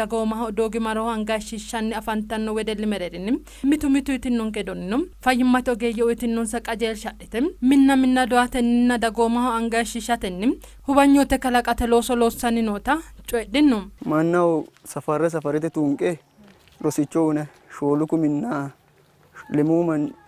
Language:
Sidamo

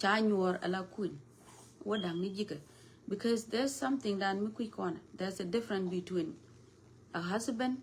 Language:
Nuer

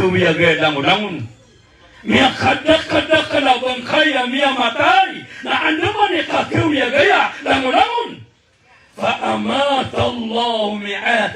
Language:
Maranao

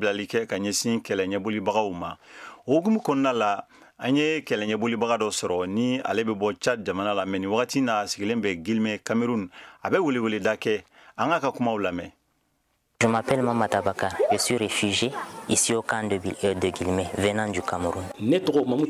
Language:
Bambara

